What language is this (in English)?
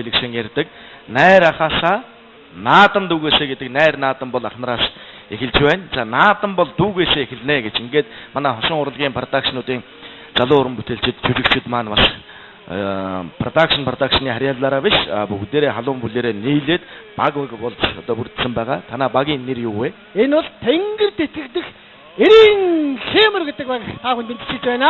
Mongolian